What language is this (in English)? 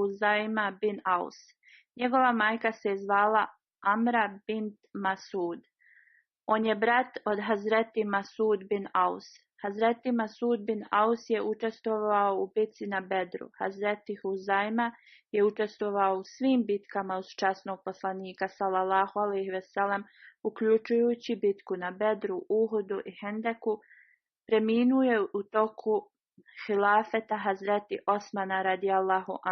Bosnian